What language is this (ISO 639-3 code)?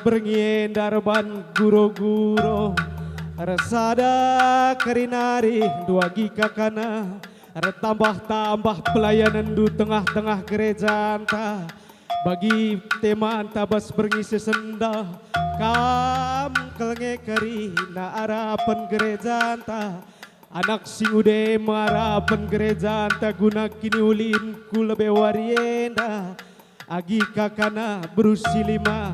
btx